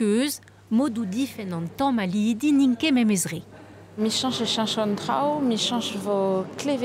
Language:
Breton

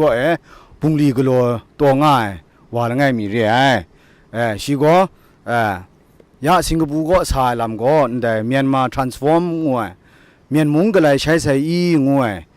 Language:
Kachin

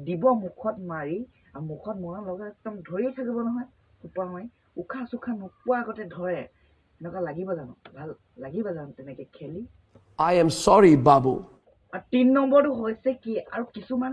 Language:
Assamese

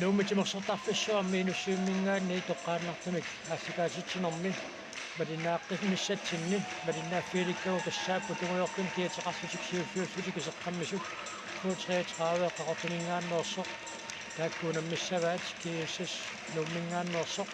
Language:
Kalaallisut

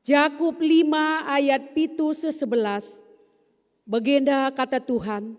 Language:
Batak Karo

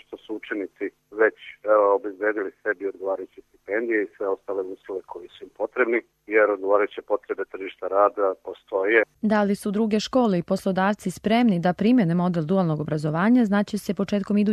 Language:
Serbian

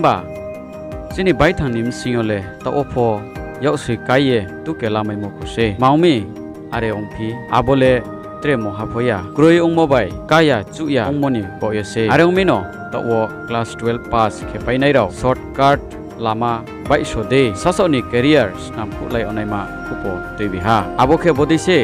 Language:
Riang (India)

